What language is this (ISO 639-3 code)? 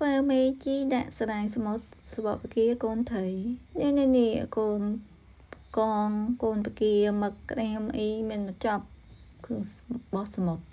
khm